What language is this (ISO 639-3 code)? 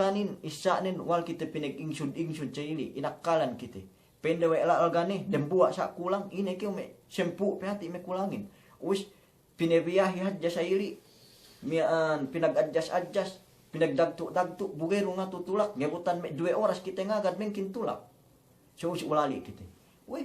yka